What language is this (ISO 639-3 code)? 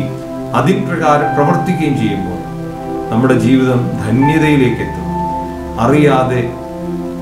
mal